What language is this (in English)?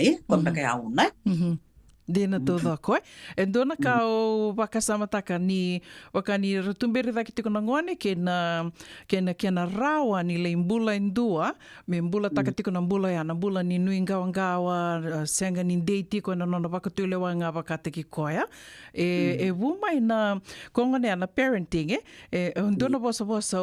Fijian